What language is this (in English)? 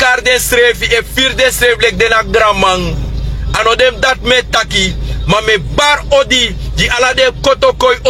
Sranan Tongo